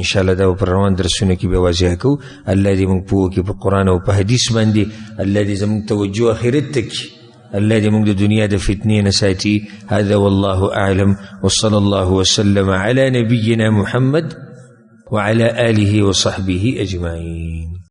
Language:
Pashto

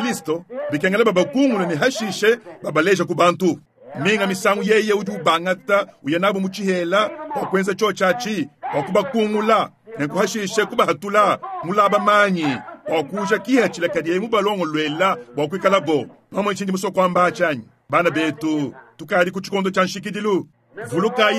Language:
Luba-Lulua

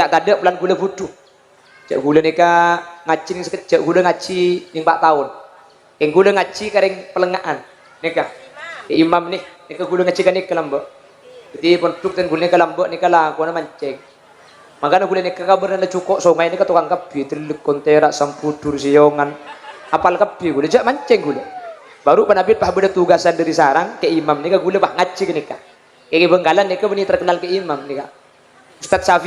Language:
Madurese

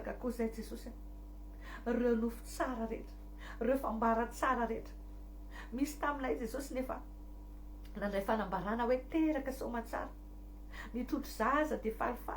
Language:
Malagasy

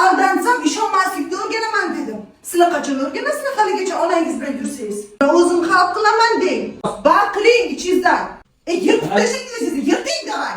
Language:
Uzbek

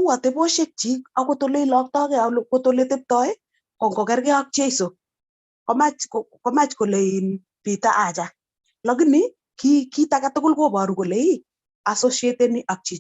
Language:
Kalenjin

